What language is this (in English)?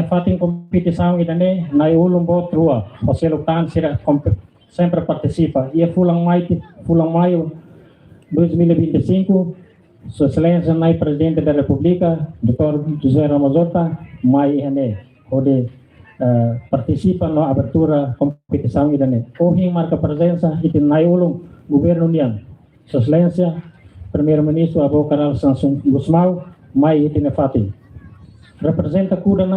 Tetum